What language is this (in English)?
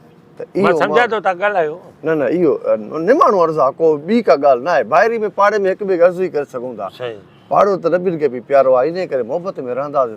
Sindhi